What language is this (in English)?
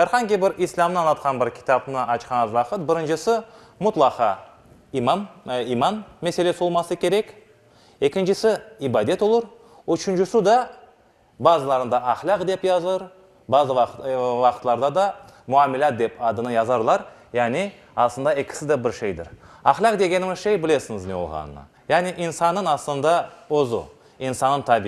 Crimean Tatar